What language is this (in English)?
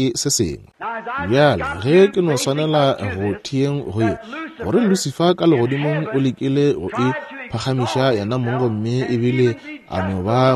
Northern Sotho